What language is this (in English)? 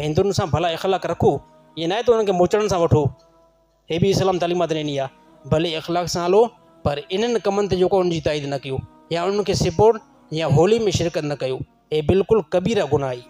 Sindhi